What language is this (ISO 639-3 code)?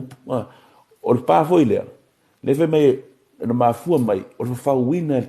smo